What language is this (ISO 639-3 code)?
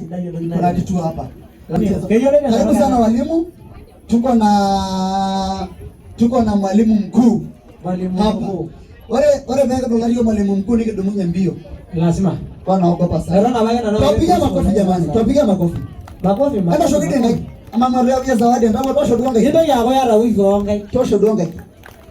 mas